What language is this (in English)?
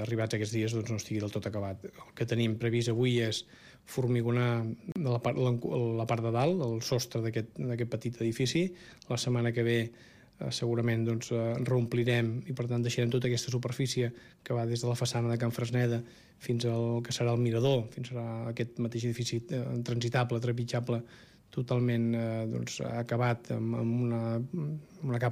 Catalan